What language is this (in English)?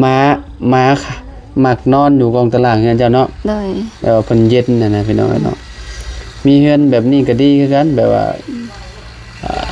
Lao